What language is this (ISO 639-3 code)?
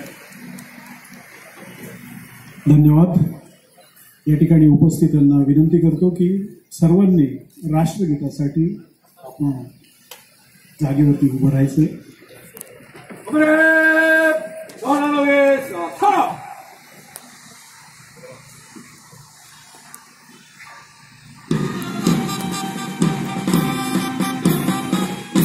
mar